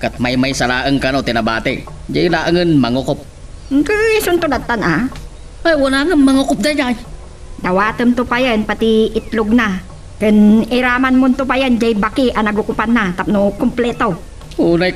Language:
Iloko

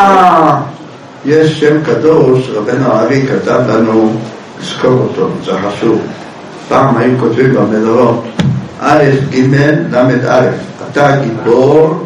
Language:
Hebrew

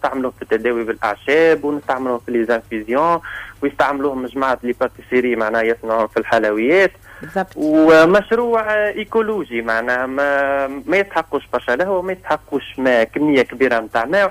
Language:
Tunisian Arabic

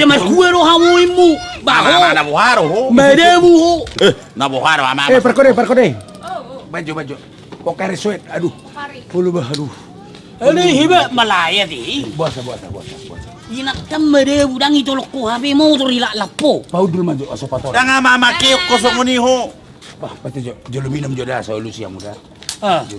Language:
Batak Toba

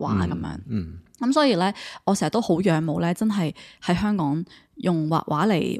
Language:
Cantonese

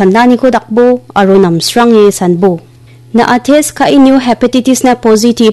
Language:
Garo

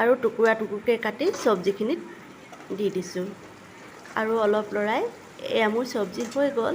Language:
Assamese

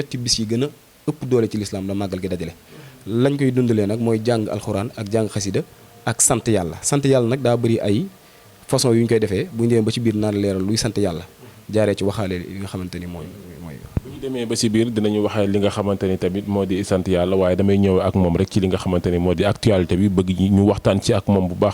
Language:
Wolof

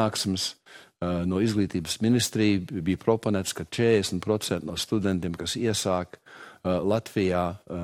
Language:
Latvian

